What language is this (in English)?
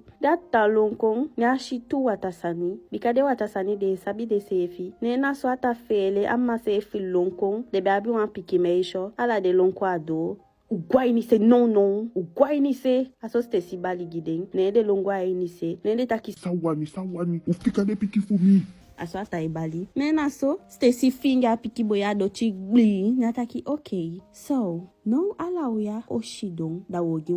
Eastern Maroon Creole